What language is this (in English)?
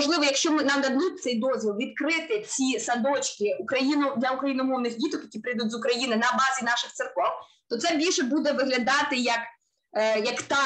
Ukrainian